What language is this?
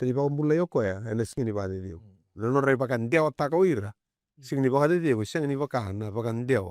Fijian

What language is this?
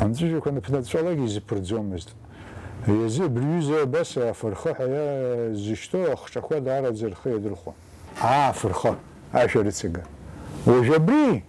Abkhazian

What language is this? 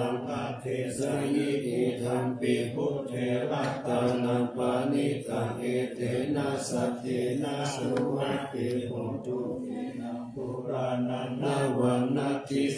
Pali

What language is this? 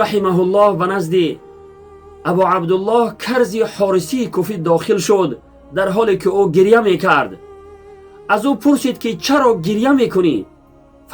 Tajik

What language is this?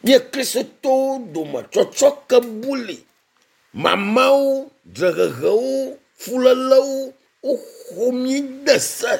Ewe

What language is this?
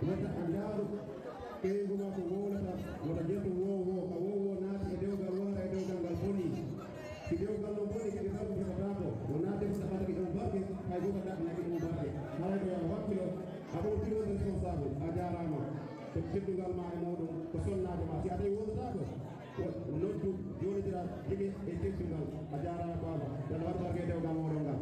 Fula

